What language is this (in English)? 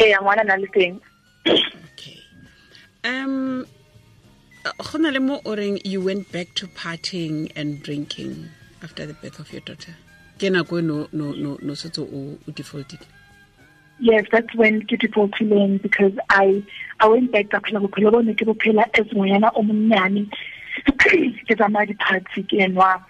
Tswana